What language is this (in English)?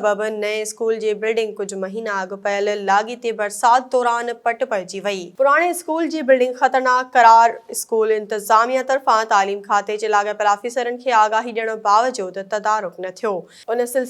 Sindhi